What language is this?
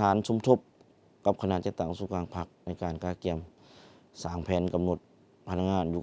Lao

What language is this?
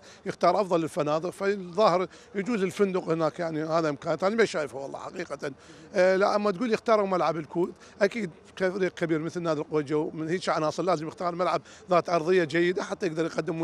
Mesopotamian Arabic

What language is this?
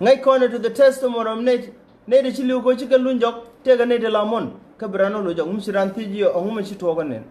Nuer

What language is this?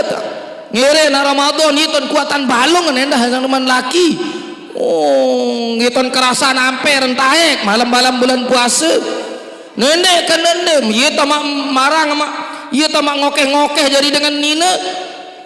Sasak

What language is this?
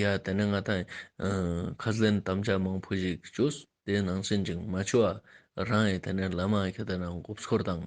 Ladakhi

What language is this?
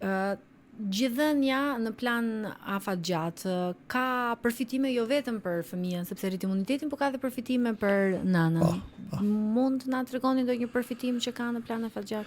Albanian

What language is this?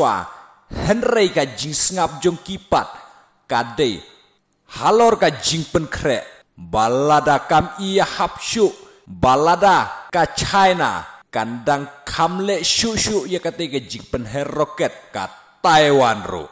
Khasi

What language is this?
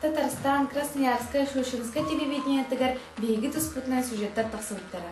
Yakut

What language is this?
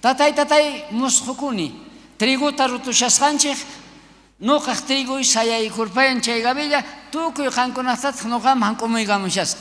South Bolivian Quechua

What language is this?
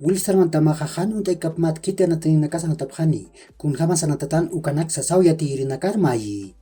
Aymara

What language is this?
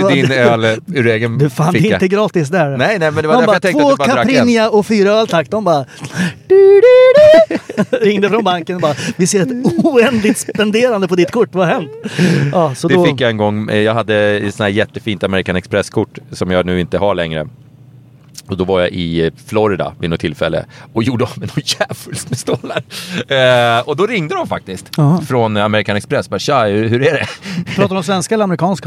Swedish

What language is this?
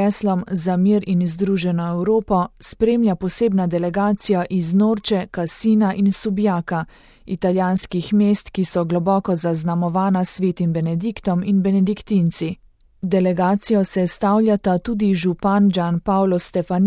Slovenian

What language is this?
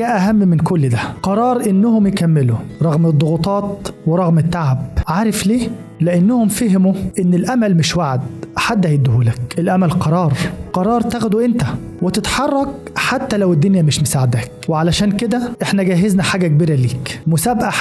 Egyptian Arabic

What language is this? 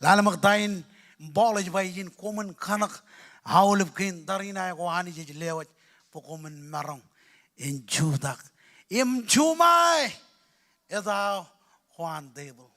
Marshallese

